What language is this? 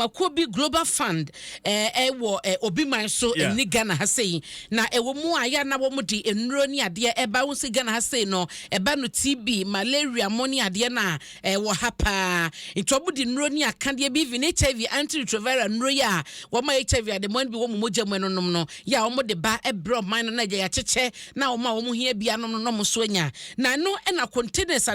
Akan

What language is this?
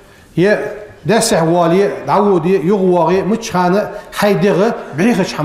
Ingush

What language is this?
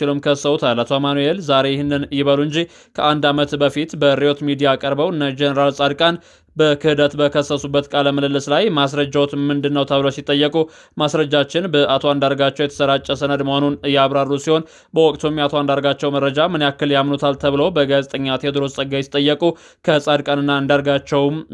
Amharic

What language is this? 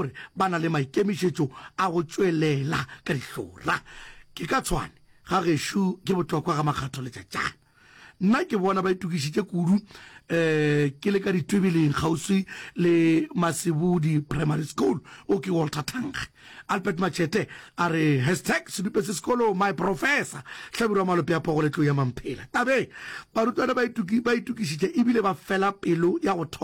Northern Sotho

